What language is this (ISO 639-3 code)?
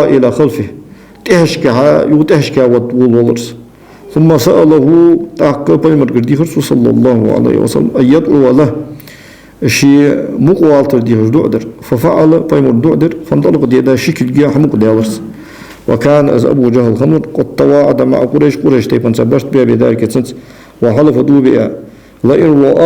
inh